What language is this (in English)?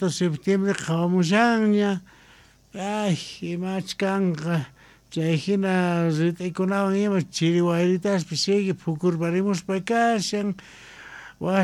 South Bolivian Quechua